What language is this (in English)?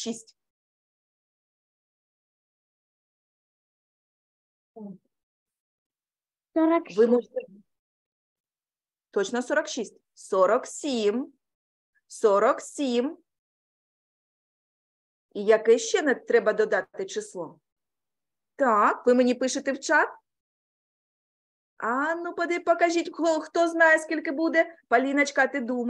Ukrainian